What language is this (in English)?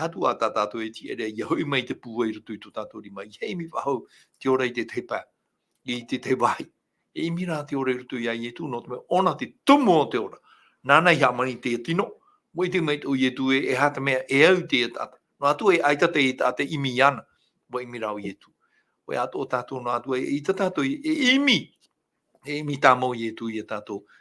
Tahitian